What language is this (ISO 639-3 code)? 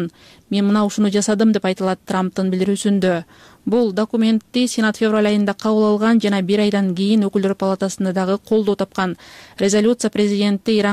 kir